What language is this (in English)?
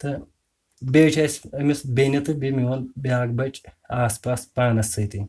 Kashmiri